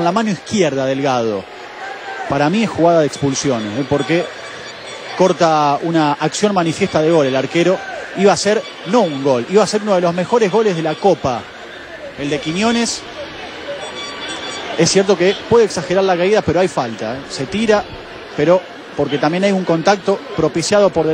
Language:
Spanish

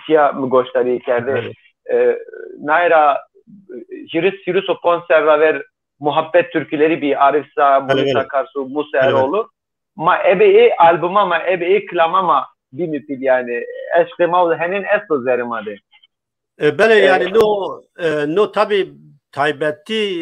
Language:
Zaza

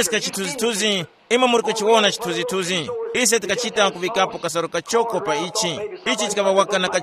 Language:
Tumbuka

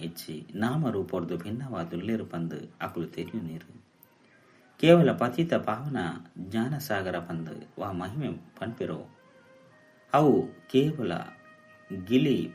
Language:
Tulu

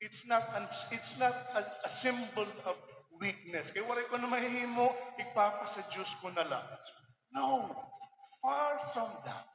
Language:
Waray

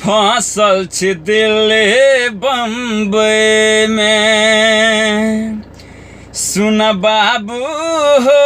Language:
Maithili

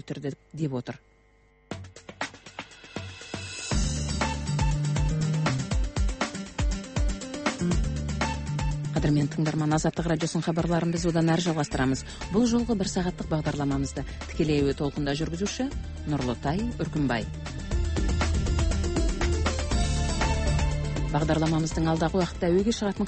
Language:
Kazakh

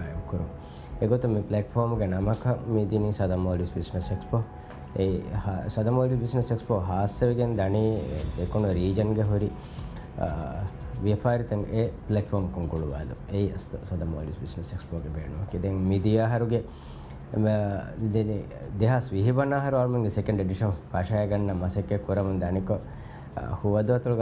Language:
Divehi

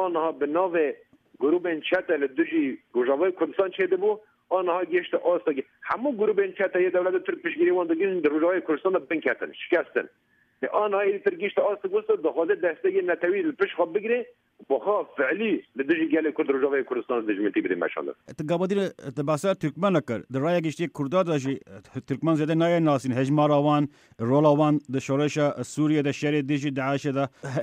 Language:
Kurdish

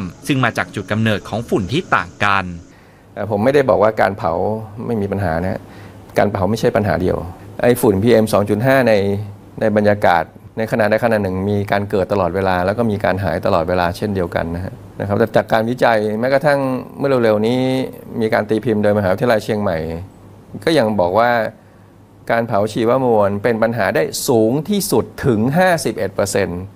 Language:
Thai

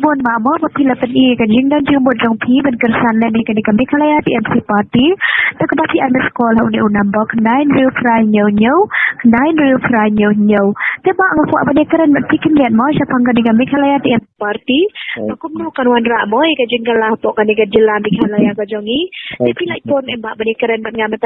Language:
Khasi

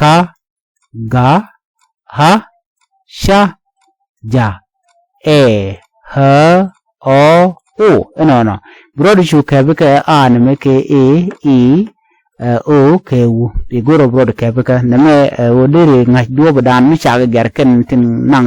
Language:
Nuer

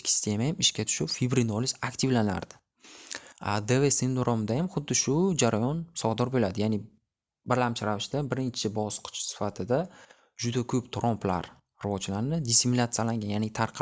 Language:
Uzbek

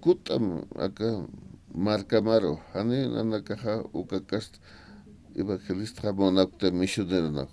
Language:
Aymara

